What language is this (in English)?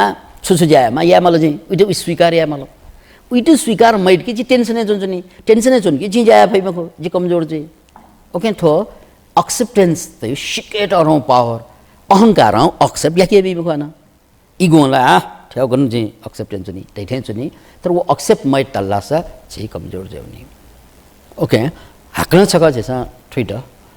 Newari